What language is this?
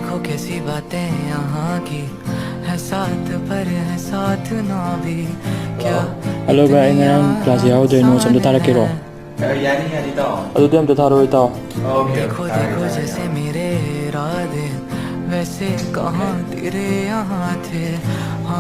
Manipuri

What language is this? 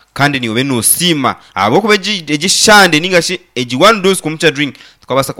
Nyankole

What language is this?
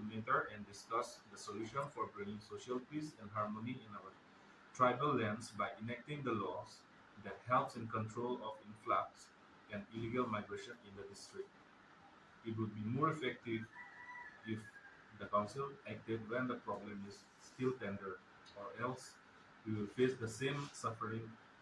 Karbi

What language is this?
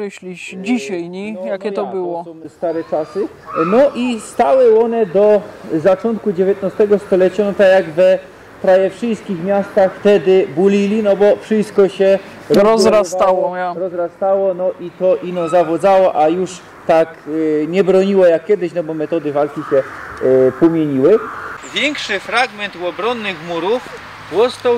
Silesian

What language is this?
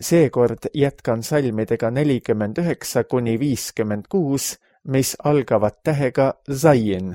Estonian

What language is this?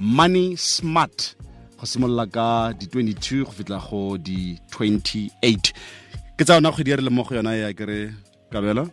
Tswana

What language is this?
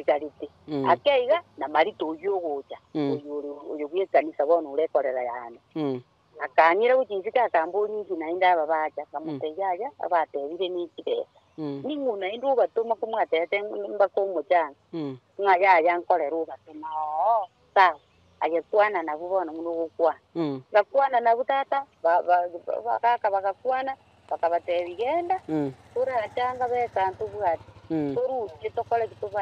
Gusii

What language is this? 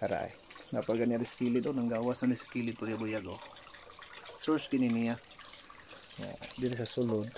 Cebuano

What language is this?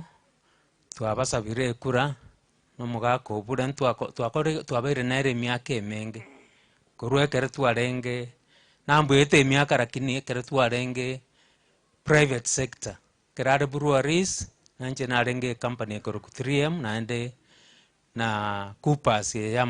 Gusii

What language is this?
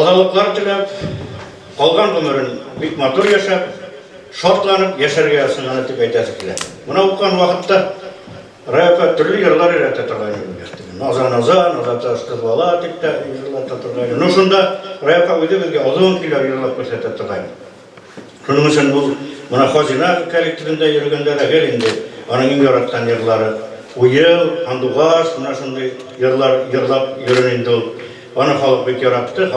Bashkir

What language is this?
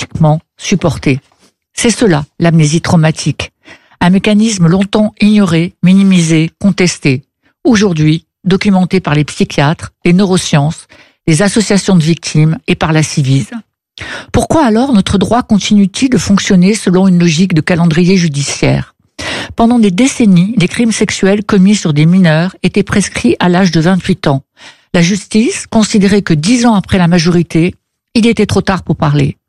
French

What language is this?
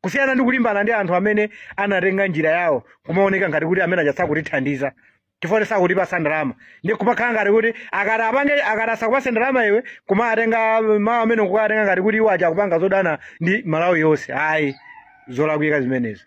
Nyanja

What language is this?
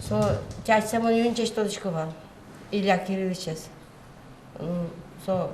Udmurt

